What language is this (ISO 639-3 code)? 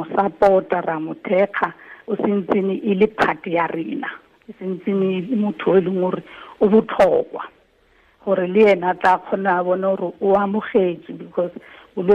tsn